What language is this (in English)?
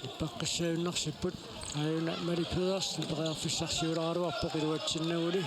Kalaallisut